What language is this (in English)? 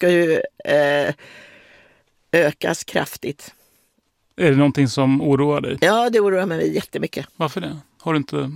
Swedish